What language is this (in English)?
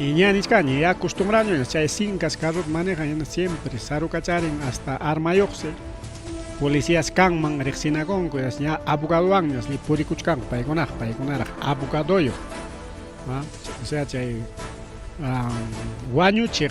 Ayacucho Quechua